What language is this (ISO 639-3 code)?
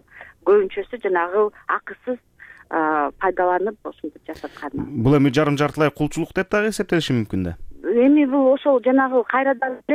kir